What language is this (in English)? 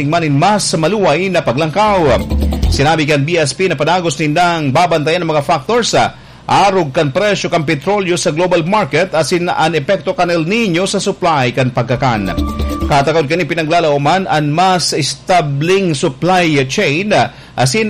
Bikol